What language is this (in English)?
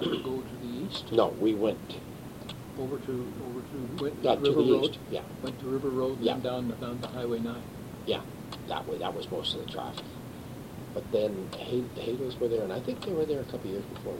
English